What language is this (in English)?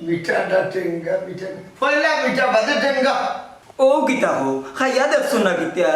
Sylheti